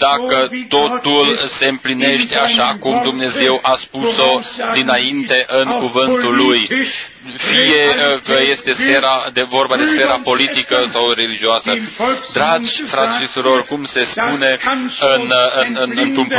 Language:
Romanian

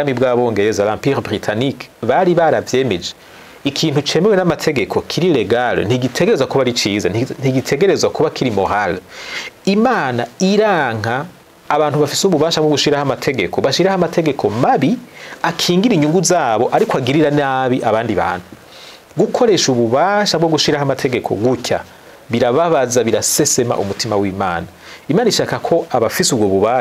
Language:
Rundi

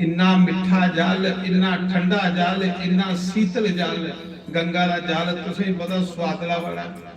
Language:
Dogri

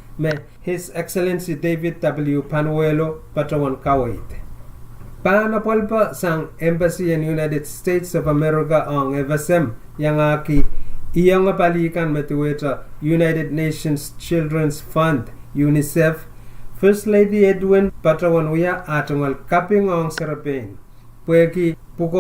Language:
Pohnpeian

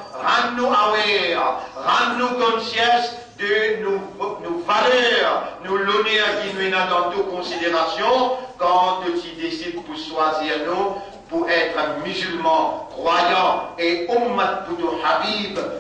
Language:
Morisyen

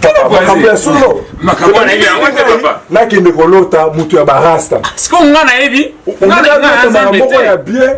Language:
Lingala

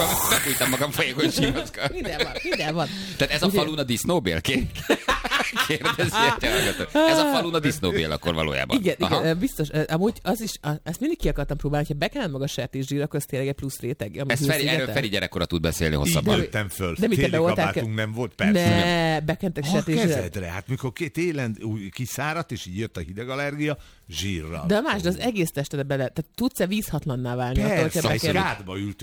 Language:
Hungarian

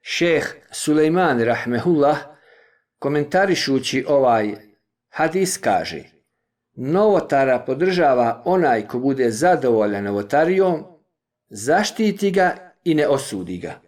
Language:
Bosnian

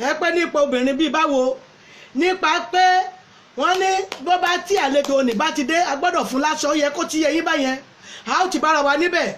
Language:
Yoruba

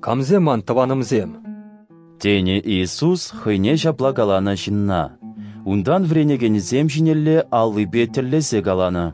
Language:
Chuvash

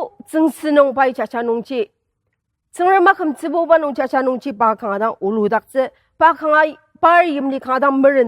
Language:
Ao Naga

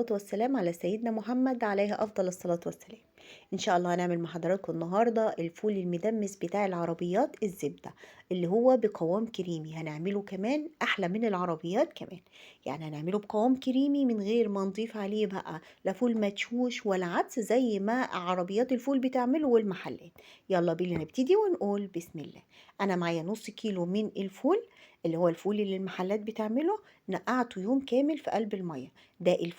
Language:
Egyptian Arabic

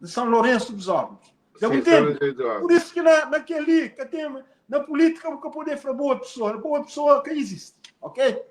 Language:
Kabuverdianu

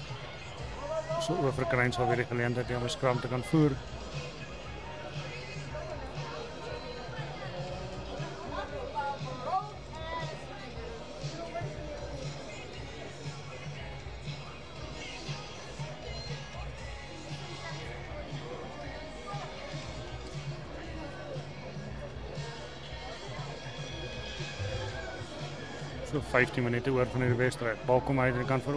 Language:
Afrikaans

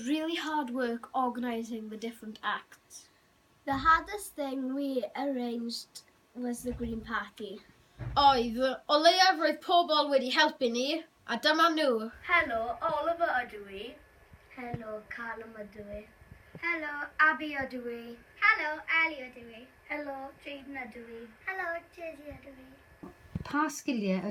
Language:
Welsh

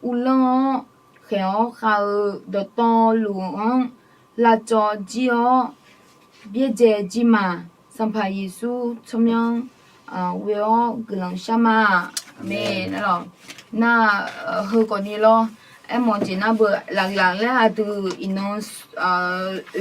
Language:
Akha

